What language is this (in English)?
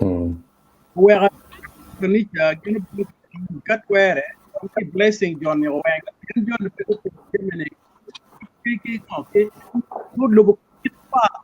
Acoli